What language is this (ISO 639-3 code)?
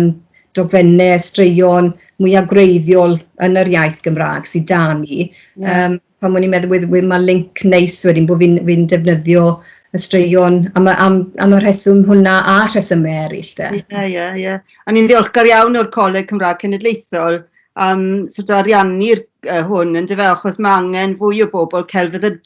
cym